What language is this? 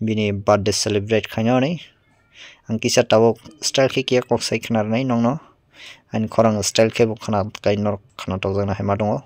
Kok Borok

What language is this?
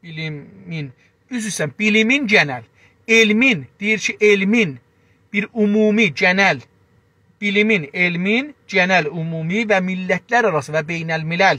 South Azerbaijani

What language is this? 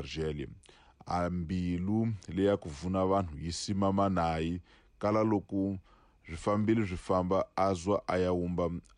Tsonga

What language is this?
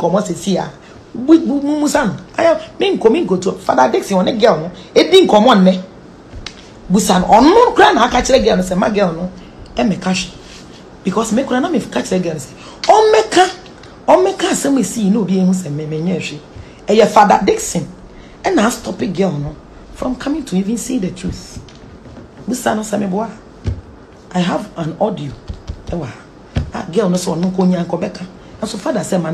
Akan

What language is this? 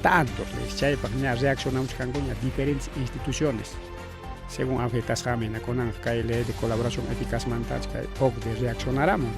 Ayacucho Quechua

